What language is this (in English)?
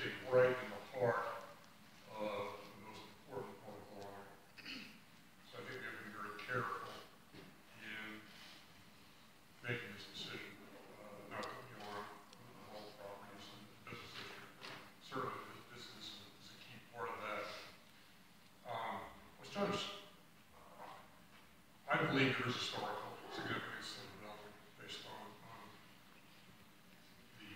English